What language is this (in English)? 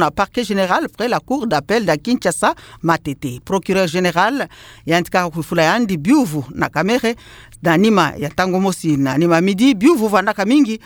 Kituba (Democratic Republic of Congo)